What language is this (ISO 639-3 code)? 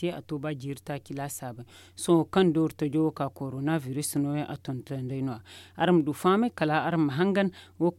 dje